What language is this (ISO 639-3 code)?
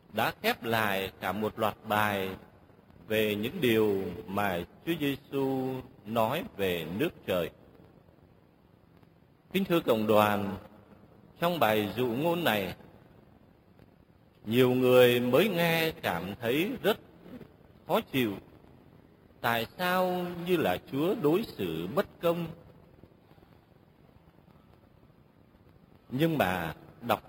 vie